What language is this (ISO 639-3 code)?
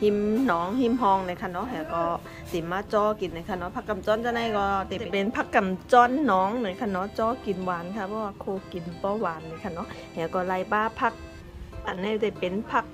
shn